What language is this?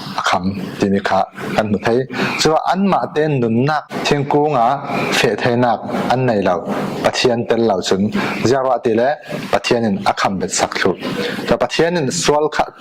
Falam Chin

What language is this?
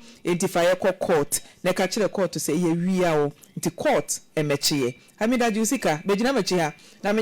Akan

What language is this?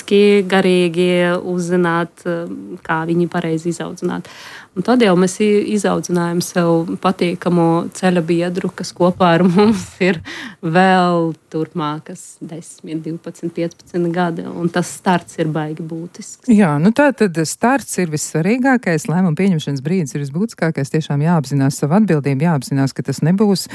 Latvian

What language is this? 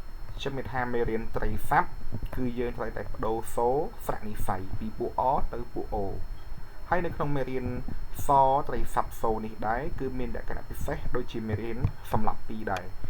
Khmer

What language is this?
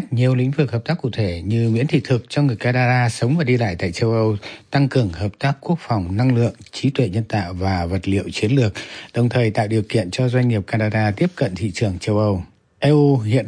Vietnamese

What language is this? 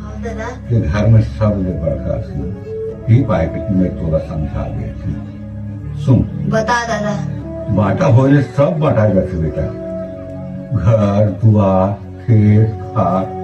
Chhattisgarhi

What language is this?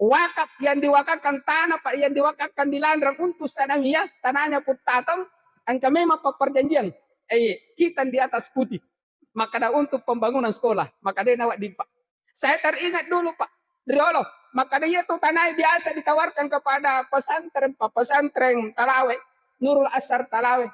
Buginese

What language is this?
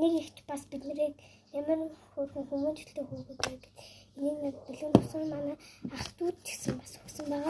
Mongolian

